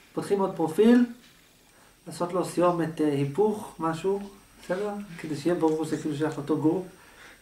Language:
Hebrew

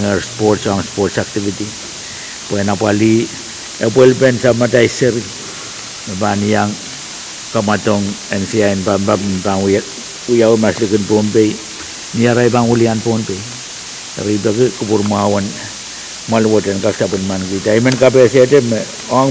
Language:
Pohnpeian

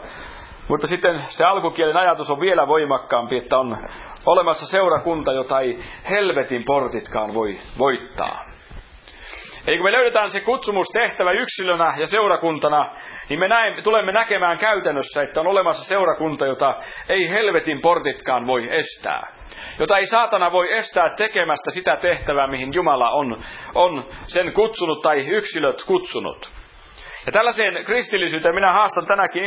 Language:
Finnish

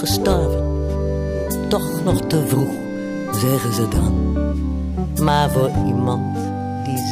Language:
Dutch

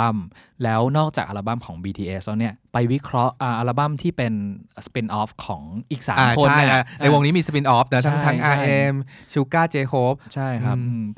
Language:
Thai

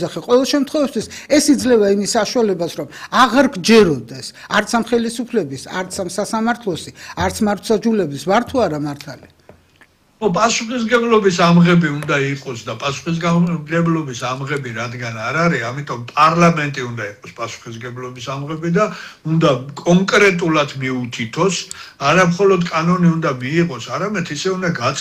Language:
Georgian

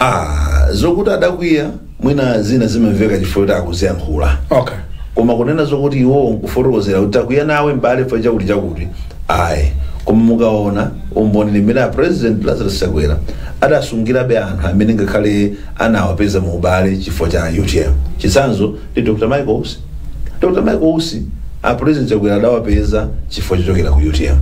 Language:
Nyanja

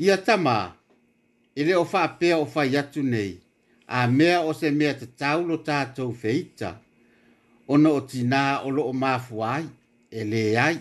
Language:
Samoan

